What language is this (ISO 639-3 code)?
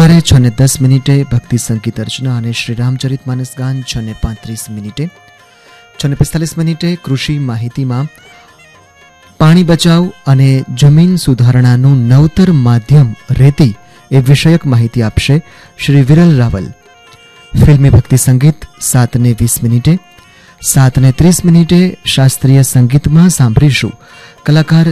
guj